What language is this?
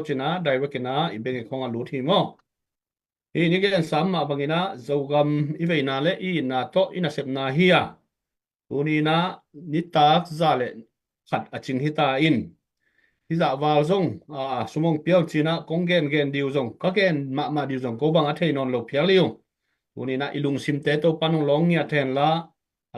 Tedim Chin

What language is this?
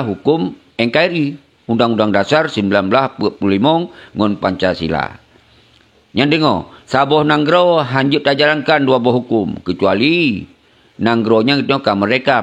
Achinese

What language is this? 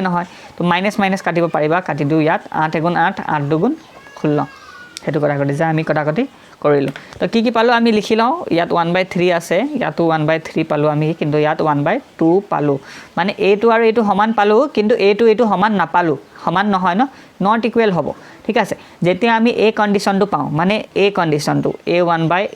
Assamese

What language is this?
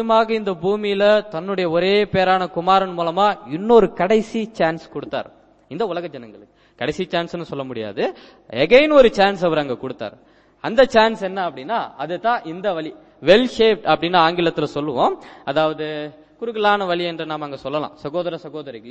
Tamil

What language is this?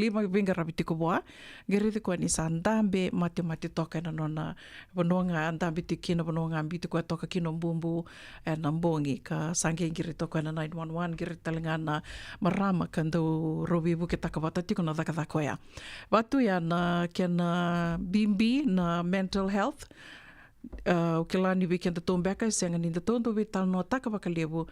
Fijian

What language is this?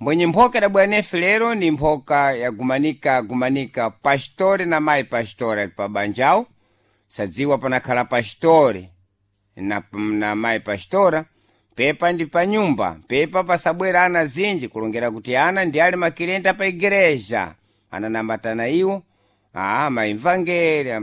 Sena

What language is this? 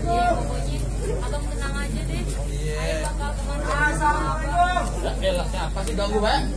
Betawi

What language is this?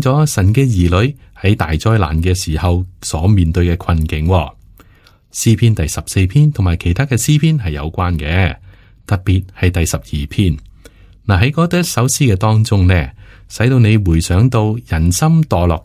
Cantonese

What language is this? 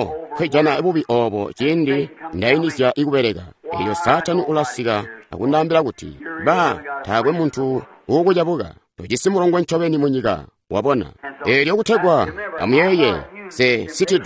Tonga (Zambia)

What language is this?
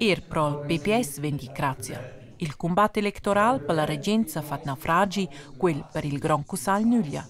Romansh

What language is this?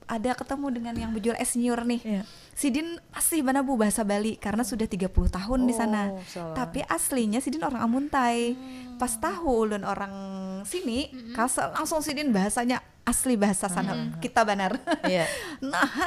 Banjar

